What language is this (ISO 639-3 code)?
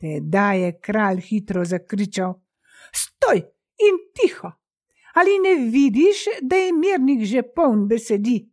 slv